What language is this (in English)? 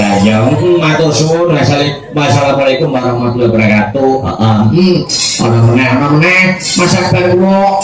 Javanese